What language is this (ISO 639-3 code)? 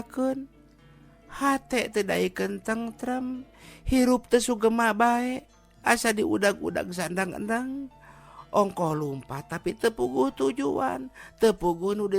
sun